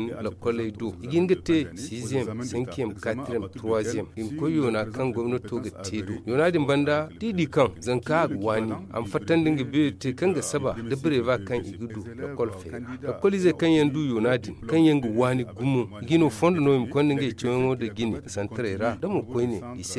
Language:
Zarma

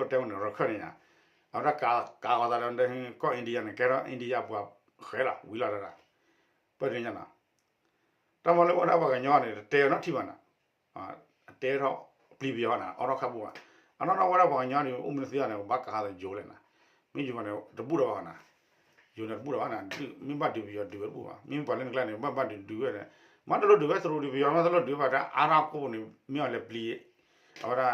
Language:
S'gaw Karen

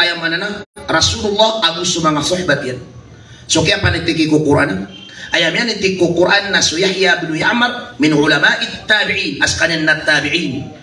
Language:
Maranao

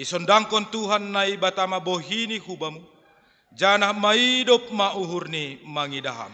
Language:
Batak Simalungun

